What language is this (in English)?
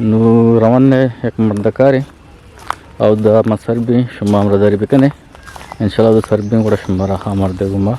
Eastern Balochi